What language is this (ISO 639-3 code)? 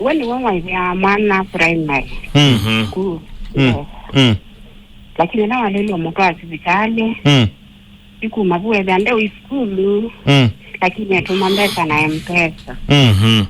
kam